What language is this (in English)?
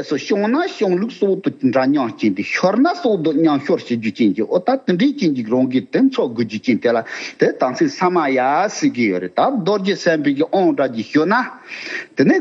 Tibetan